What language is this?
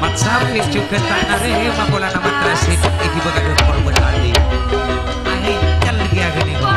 Madurese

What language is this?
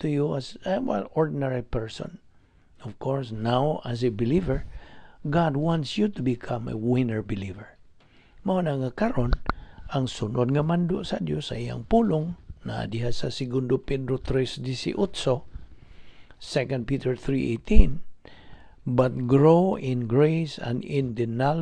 Cebuano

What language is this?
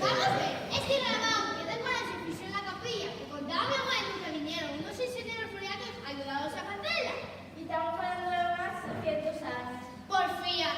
Asturian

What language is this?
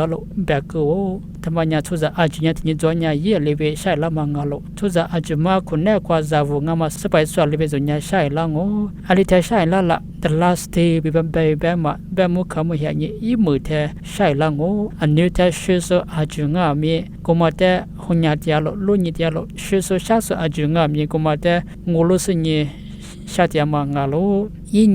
Lisu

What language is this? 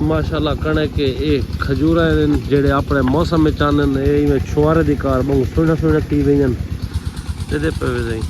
Saraiki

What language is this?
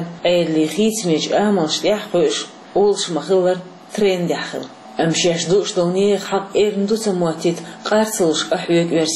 Chechen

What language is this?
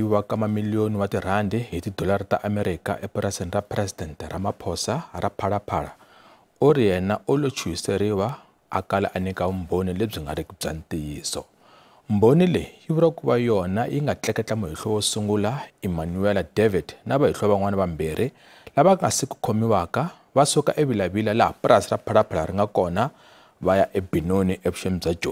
Tsonga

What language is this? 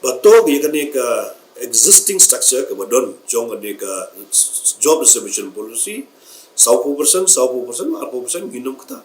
Khasi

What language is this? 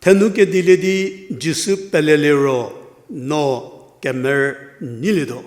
Angami Naga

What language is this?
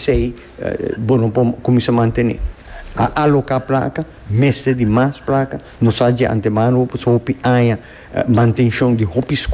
Papiamento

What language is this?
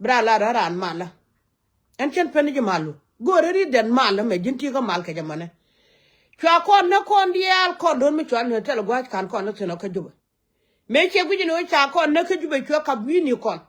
Nuer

